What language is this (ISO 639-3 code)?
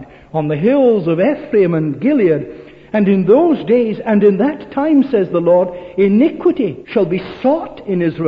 eng